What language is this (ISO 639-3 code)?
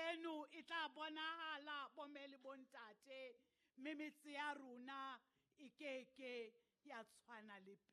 sot